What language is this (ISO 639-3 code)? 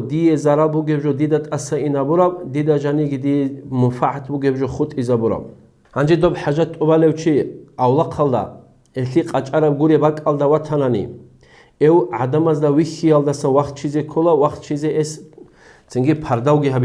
ava